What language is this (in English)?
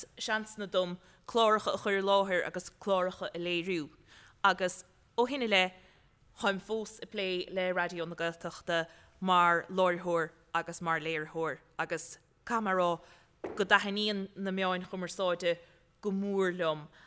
Irish